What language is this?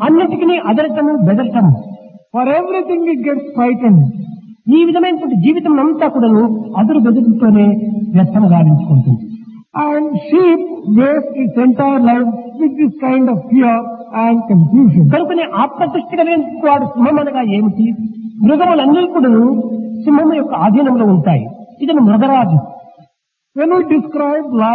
Telugu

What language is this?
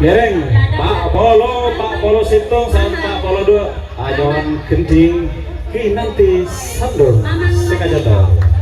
Madurese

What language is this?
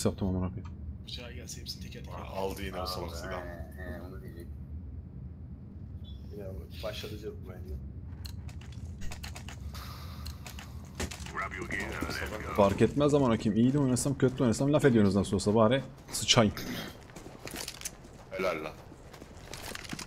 Turkish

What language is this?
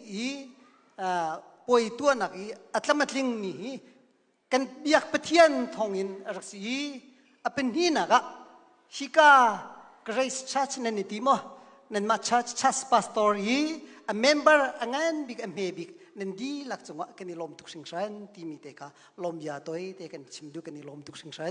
Hakha Chin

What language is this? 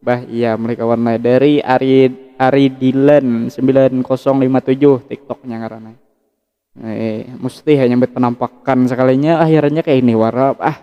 Banjar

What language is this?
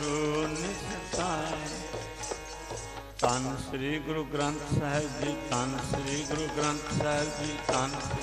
Punjabi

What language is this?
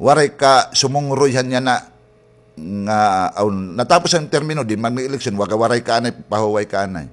Waray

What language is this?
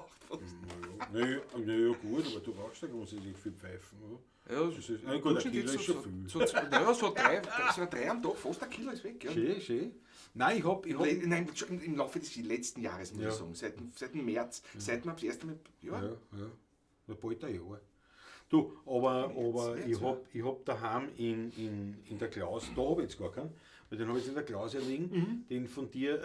Bavarian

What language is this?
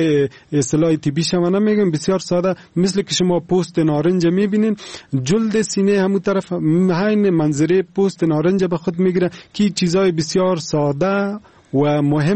Persian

